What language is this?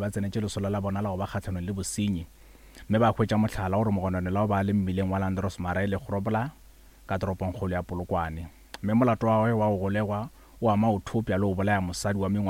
Northern Sotho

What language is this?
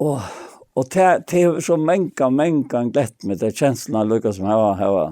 Faroese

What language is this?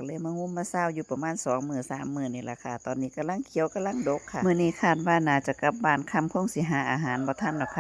Northeastern Thai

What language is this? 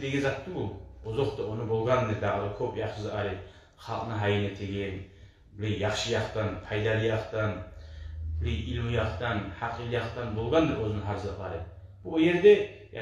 Kumyk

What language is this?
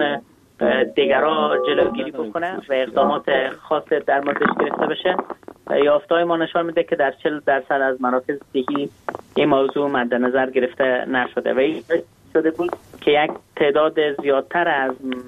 Persian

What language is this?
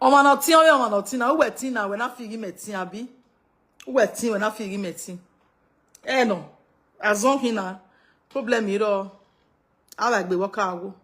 Nigerian Pidgin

